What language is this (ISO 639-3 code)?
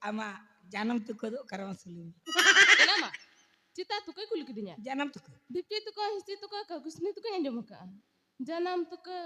sat